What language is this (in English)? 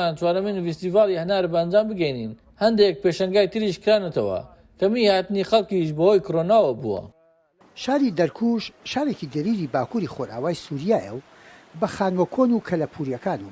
Central Kurdish